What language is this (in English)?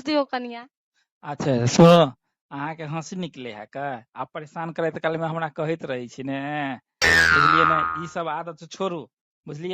Maithili